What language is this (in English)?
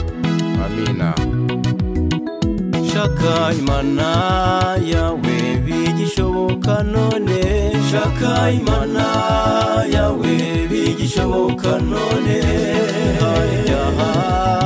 Kinyarwanda